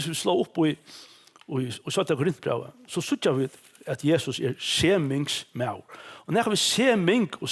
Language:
Faroese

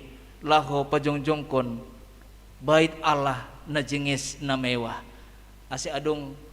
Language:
Batak Simalungun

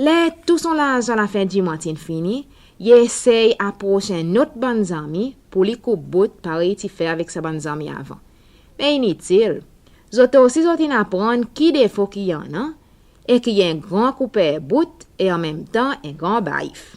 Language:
Seselwa Creole French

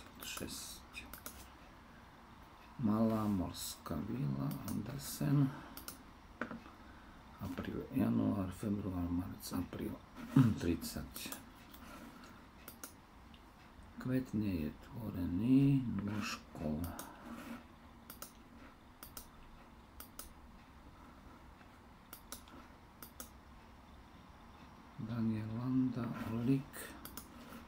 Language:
Slovak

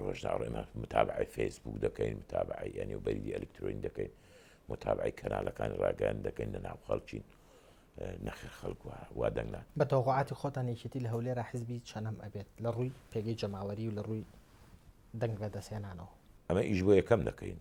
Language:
Central Kurdish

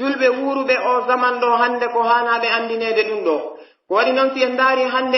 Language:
Pular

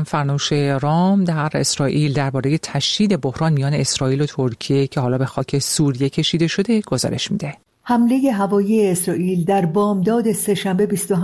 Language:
Persian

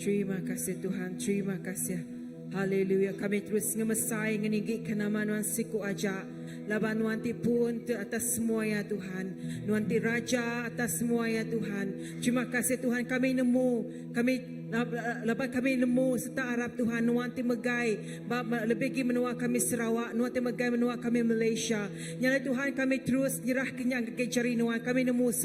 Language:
Iban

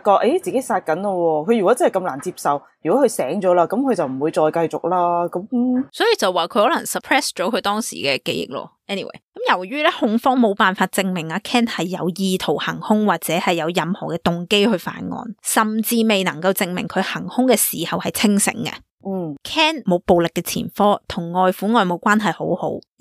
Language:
Cantonese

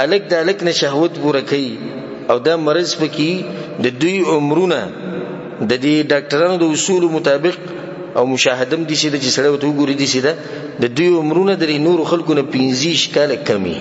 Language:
Pashto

